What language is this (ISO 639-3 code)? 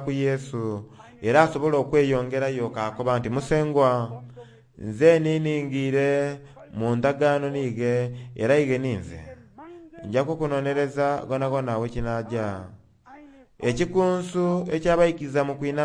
xog